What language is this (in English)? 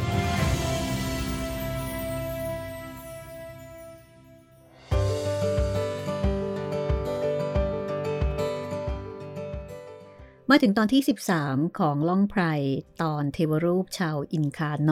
Thai